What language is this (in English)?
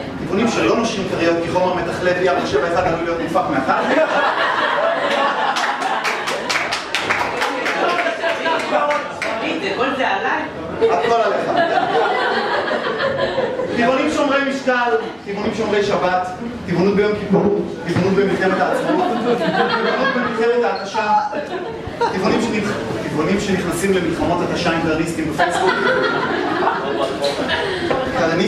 Hebrew